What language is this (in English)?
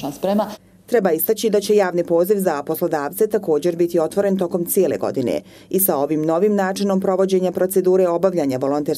Bosnian